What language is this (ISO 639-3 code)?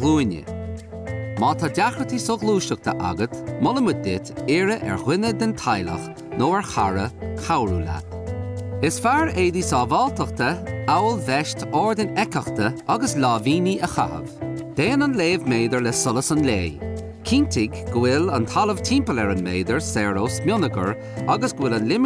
gle